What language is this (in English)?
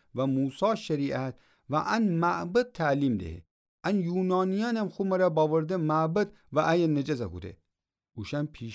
Gilaki